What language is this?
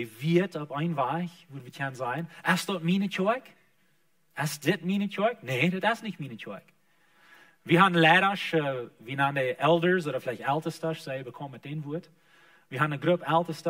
Plautdietsch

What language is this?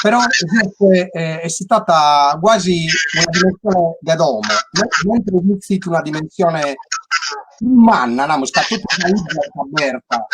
Sardinian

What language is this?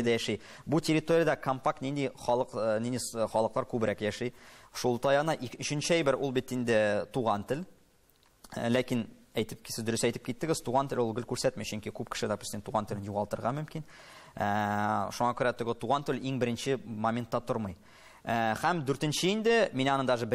Tatar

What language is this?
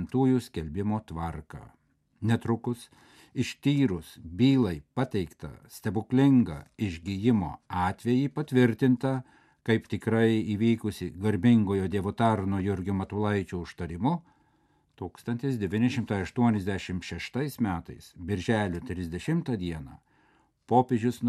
Lithuanian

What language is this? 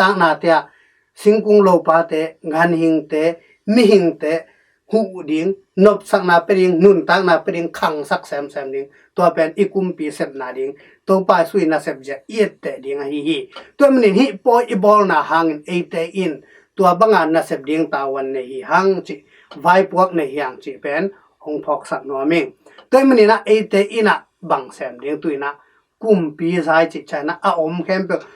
Tedim Chin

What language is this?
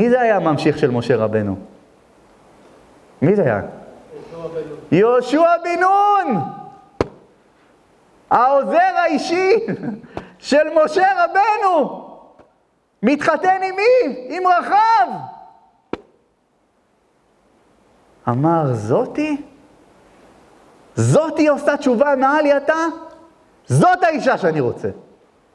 Hebrew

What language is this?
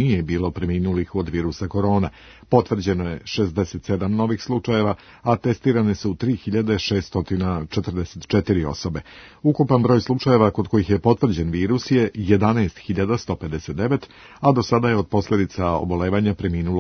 Serbian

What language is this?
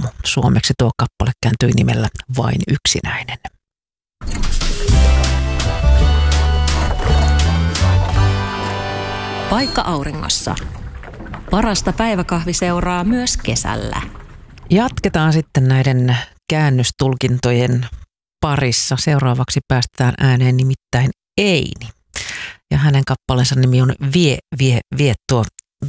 Finnish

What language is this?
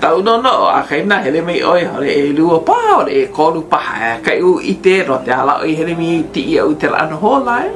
Hawaiian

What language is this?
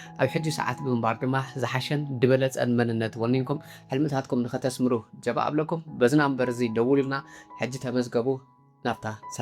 Tigrinya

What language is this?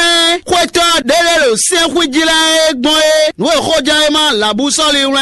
Fon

